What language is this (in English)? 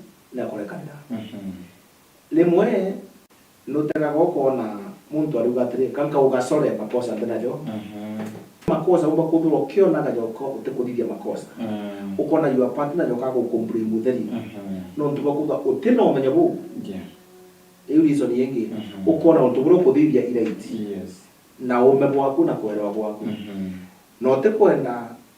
Meru